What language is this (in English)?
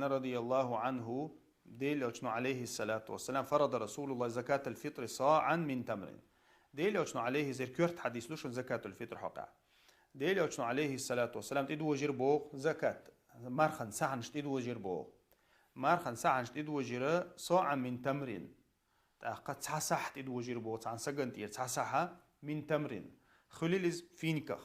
Chechen